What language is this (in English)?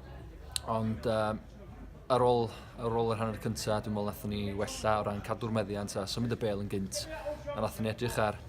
Welsh